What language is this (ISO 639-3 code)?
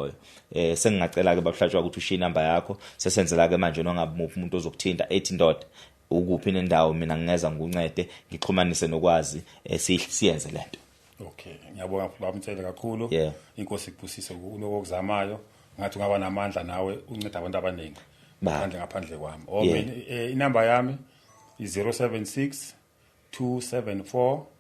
zul